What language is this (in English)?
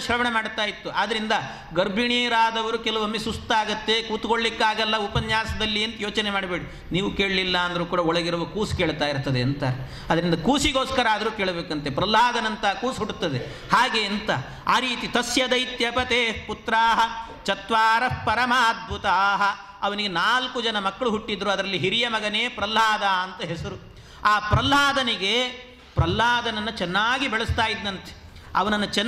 Kannada